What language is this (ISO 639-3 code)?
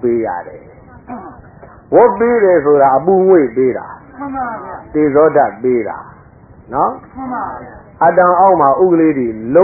mya